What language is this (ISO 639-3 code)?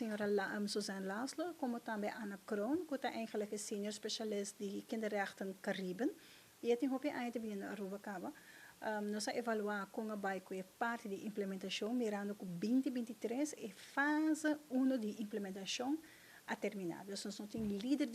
pap